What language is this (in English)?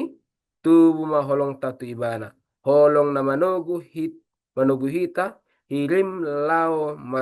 Batak Toba